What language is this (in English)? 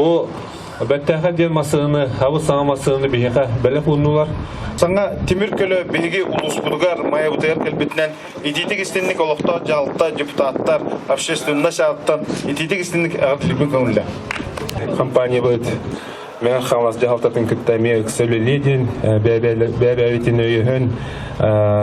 Yakut